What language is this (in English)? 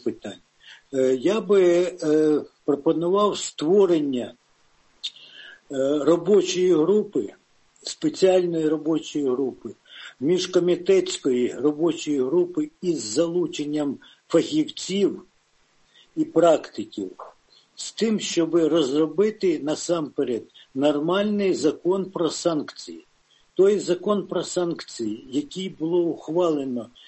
Ukrainian